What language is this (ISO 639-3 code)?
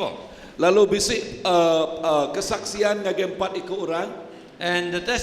iba